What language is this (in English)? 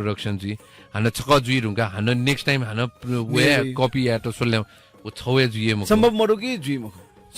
Newari